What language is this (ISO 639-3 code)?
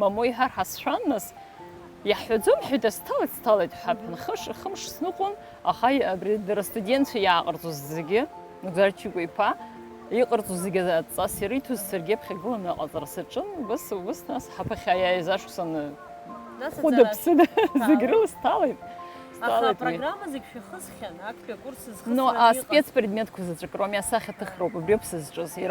abk